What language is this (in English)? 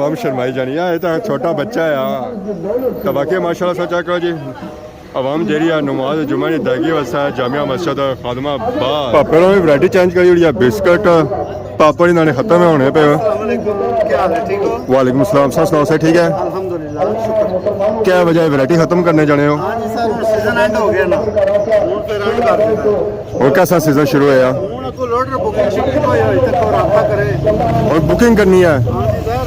Pahari-Potwari